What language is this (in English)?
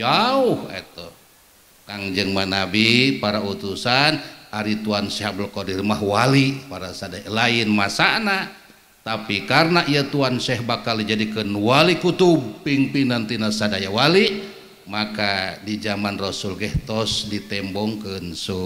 Sundanese